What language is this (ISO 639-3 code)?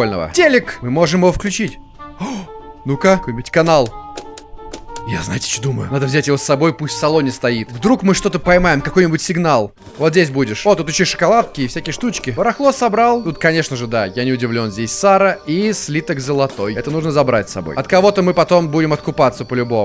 rus